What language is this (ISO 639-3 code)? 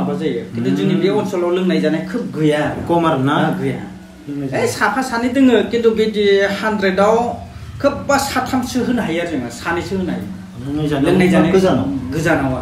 brx